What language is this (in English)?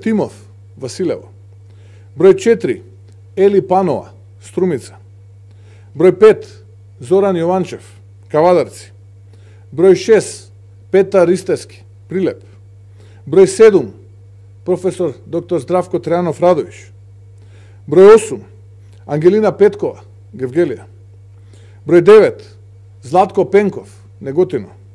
Macedonian